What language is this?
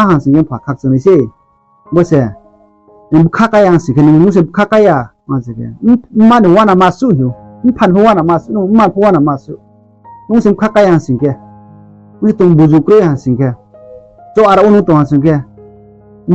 Riang (India)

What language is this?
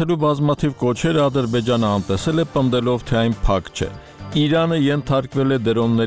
Armenian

